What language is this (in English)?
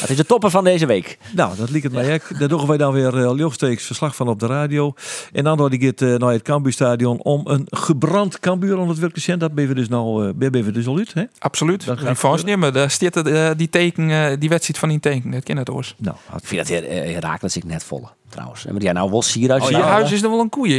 Western Frisian